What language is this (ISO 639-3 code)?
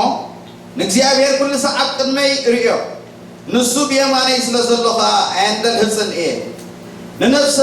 tir